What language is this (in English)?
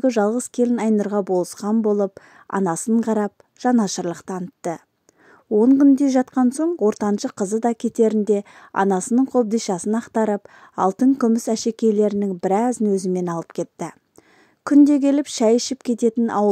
Kazakh